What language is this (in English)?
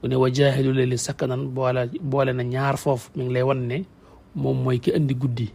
Wolof